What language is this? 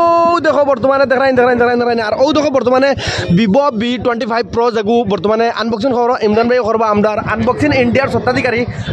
Sylheti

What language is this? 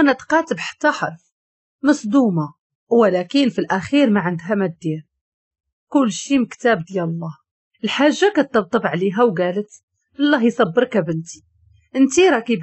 Moroccan Arabic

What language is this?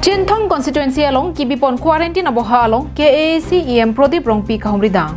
Karbi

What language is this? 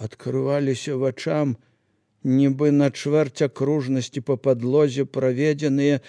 Belarusian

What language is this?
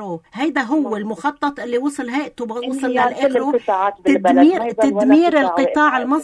North Levantine Arabic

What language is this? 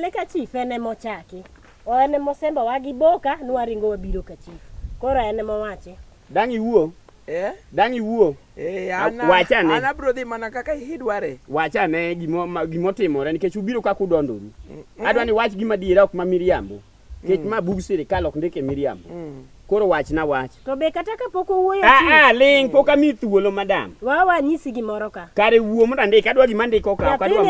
Luo (Kenya and Tanzania)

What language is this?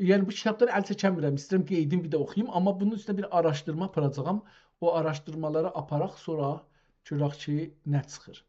South Azerbaijani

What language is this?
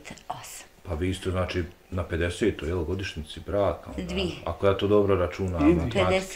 Bosnian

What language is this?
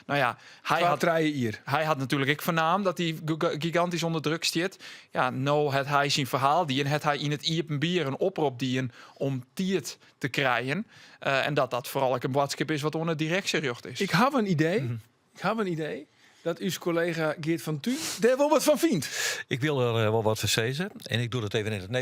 Western Frisian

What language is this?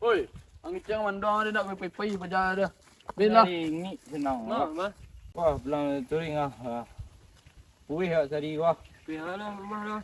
Minangkabau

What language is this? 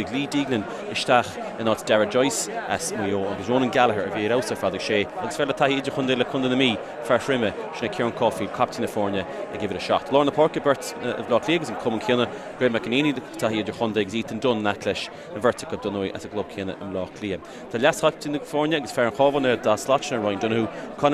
Irish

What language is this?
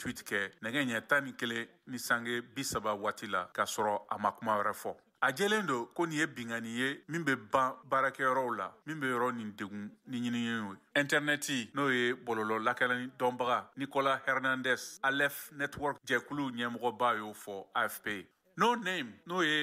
Bambara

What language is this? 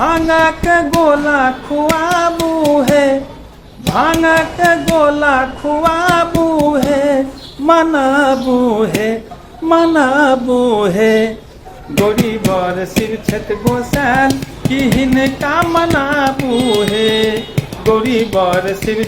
Maithili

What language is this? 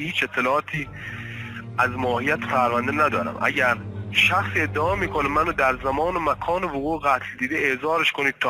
Persian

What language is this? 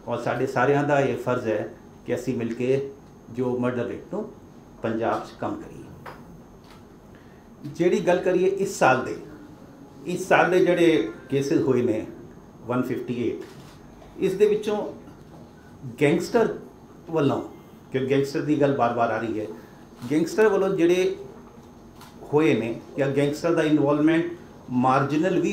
Punjabi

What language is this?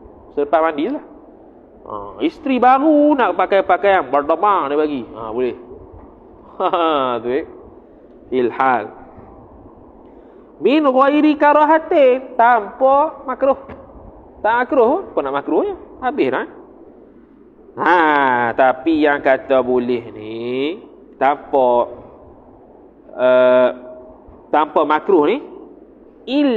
Malay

